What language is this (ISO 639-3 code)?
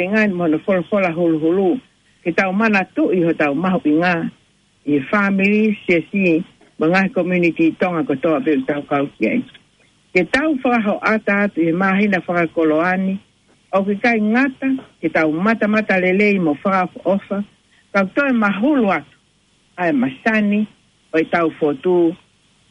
ton